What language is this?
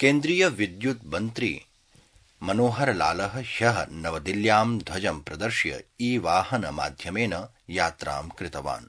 Sanskrit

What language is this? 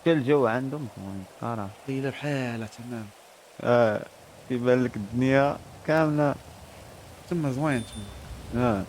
Moroccan Arabic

